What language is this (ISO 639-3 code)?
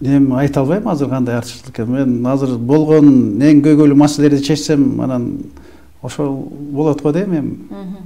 kir